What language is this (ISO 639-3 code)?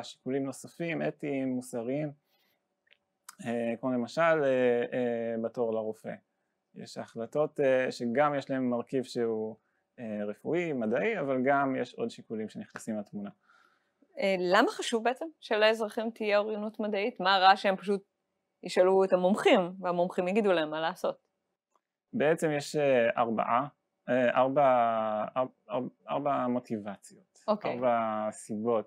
heb